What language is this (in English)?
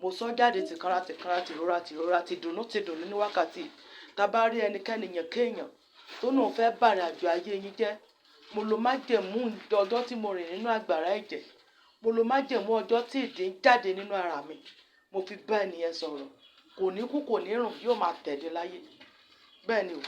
Yoruba